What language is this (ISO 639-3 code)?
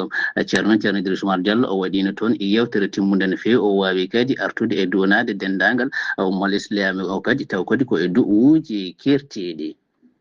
ful